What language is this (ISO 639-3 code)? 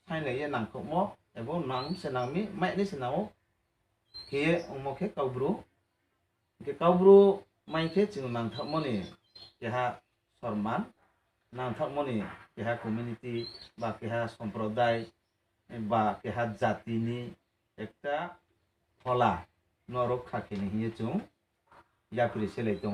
ria